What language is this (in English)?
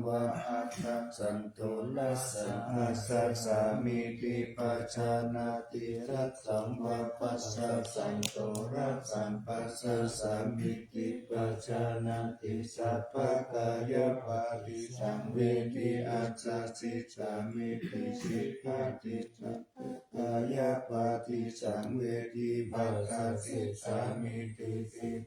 Pali